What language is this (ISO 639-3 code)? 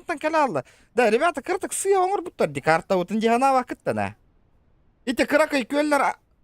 sah